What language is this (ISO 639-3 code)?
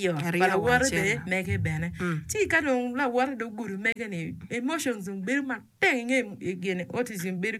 ach